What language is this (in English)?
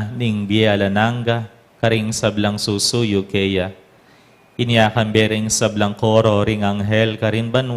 Pampanga